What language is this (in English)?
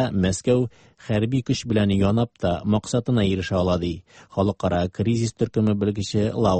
Tatar